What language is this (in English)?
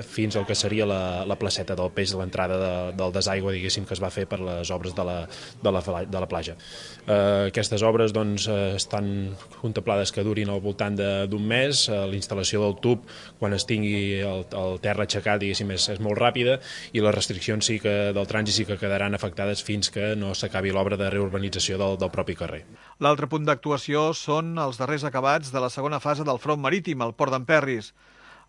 Catalan